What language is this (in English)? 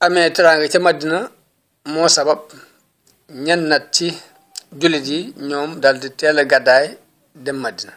Wolof